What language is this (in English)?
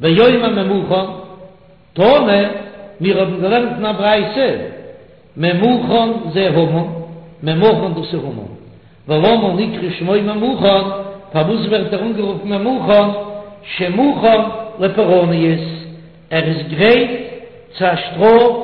Yiddish